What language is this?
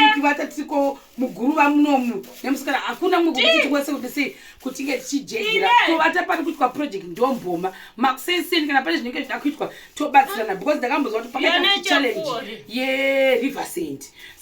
Shona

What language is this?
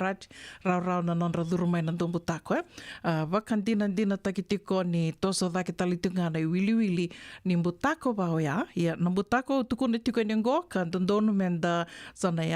Fijian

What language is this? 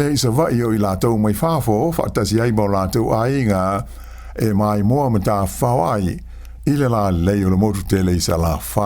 Samoan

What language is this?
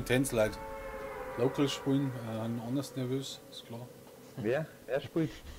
Bavarian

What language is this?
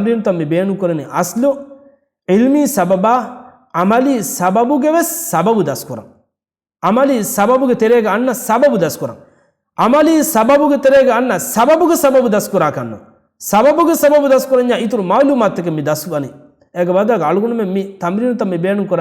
Divehi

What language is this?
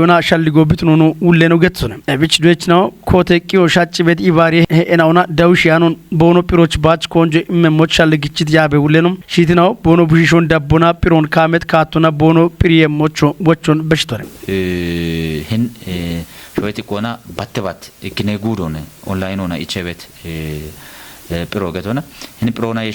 Kafa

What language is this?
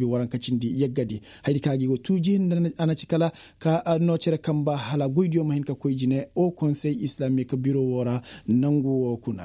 Koyraboro Senni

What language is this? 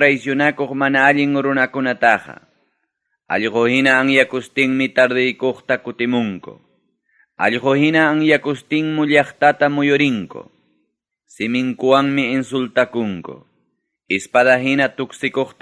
Ayacucho Quechua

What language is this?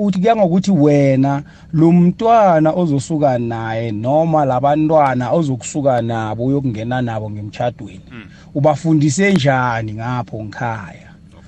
South Ndebele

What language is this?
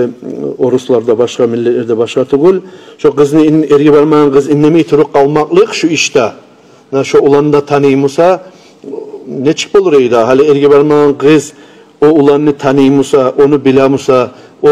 Kumyk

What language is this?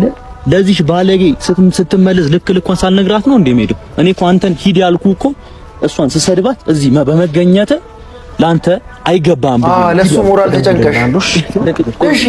Amharic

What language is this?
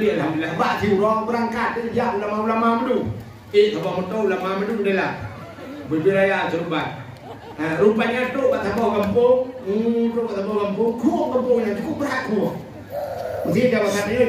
Achinese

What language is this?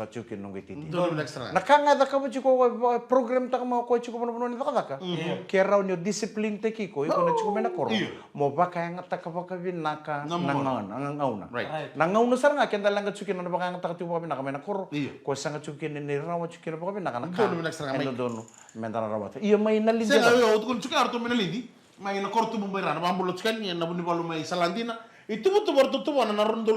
Fijian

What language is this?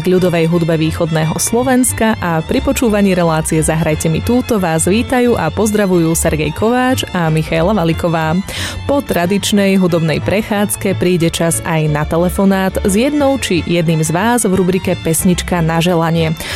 Slovak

